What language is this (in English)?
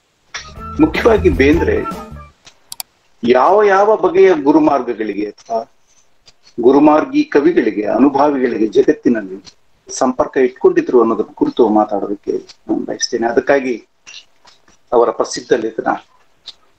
Kannada